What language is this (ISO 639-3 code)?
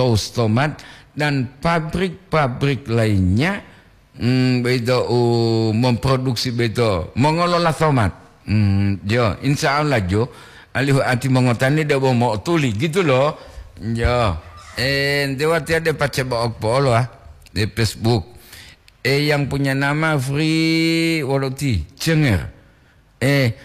gor